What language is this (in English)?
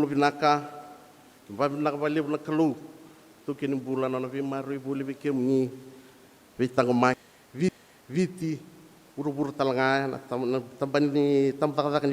Fijian